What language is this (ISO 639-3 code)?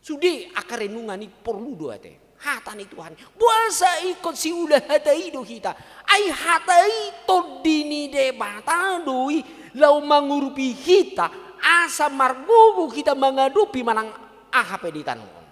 bbc